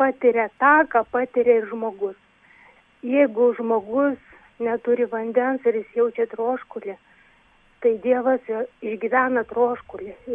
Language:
Lithuanian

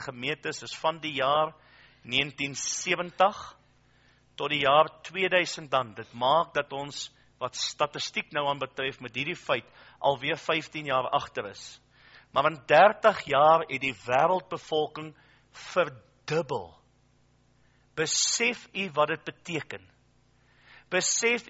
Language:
Afrikaans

